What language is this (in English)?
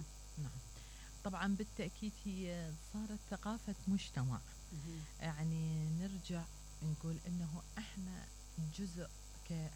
Mesopotamian Arabic